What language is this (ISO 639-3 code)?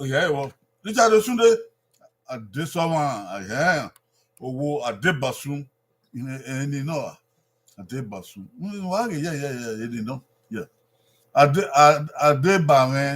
bin